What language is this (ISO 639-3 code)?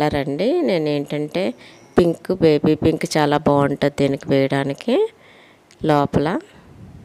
tel